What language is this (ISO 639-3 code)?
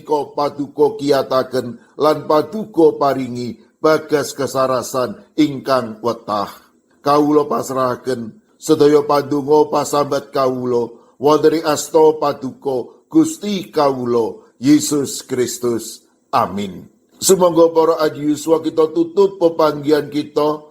jav